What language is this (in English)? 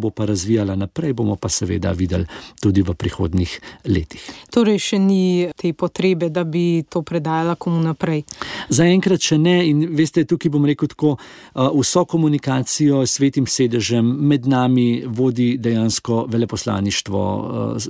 Slovenian